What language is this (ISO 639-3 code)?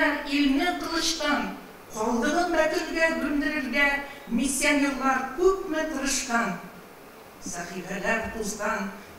tat